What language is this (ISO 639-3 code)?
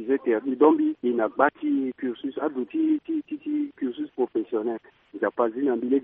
sag